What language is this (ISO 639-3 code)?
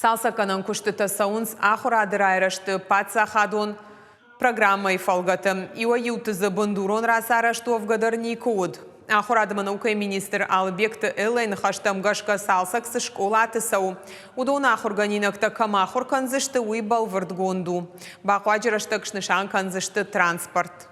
oss